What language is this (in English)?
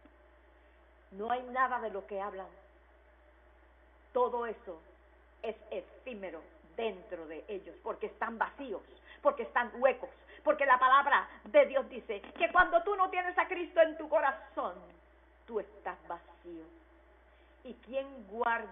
Spanish